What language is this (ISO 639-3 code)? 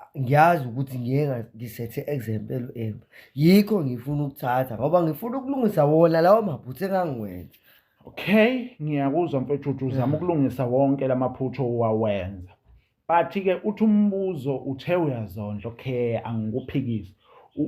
zul